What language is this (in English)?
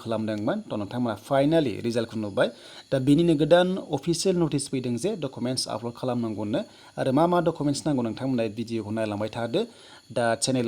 Bodo